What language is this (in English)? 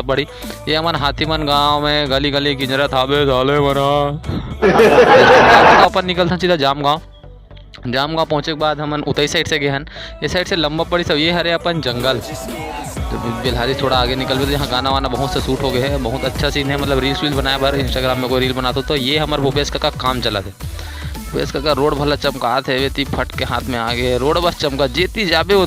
Chhattisgarhi